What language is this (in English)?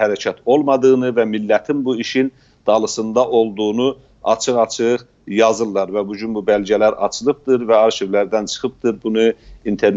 South Azerbaijani